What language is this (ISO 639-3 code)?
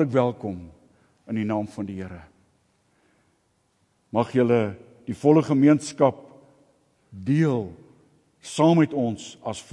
afr